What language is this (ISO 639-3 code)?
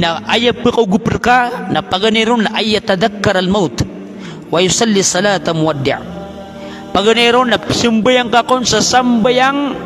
mrw